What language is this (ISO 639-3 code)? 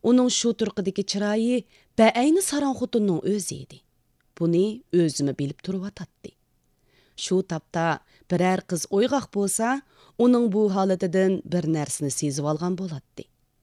uig